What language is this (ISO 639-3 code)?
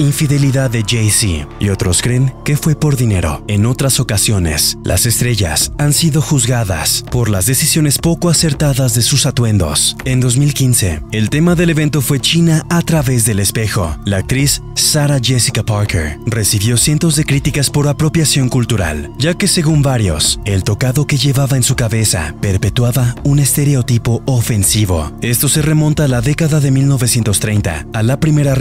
spa